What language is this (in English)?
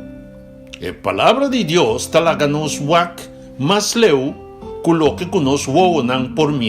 Papiamento